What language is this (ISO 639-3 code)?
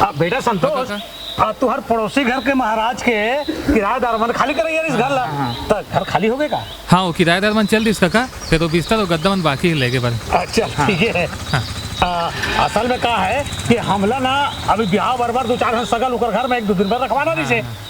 hne